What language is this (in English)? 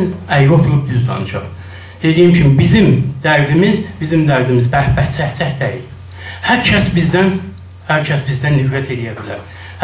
South Azerbaijani